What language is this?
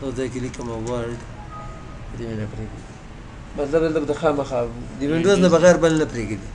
Pashto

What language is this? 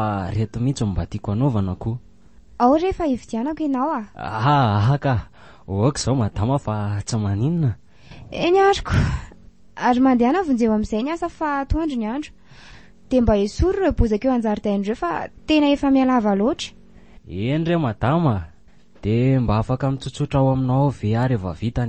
Malagasy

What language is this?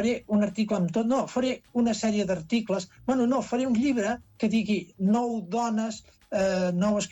Catalan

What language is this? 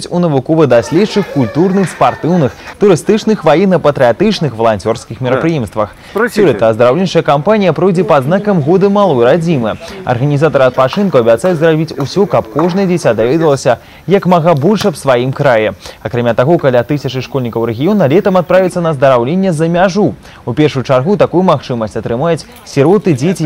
Belarusian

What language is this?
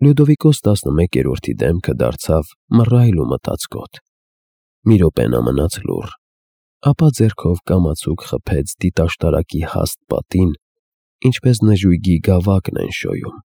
Armenian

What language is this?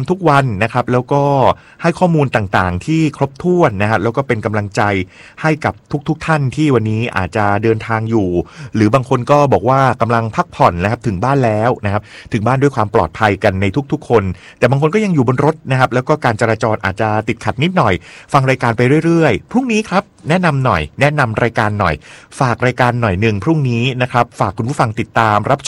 Thai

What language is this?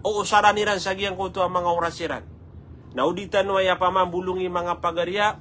Maranao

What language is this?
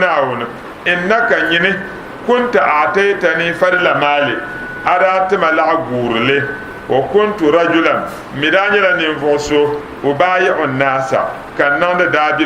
Dagbani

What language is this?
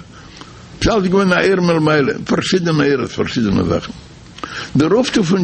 Yiddish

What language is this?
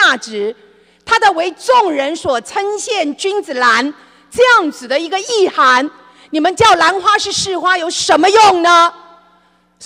Chinese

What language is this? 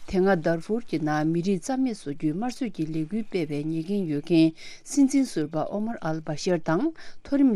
Tibetan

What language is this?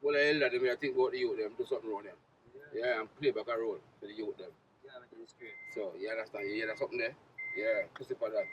Jamaican Creole English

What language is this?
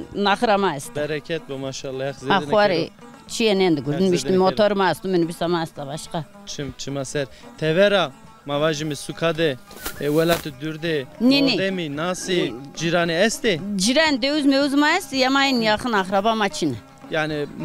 Zaza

